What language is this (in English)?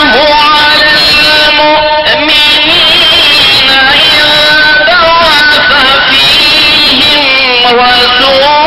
Kurdish